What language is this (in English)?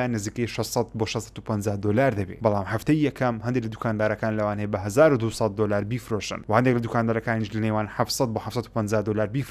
Central Kurdish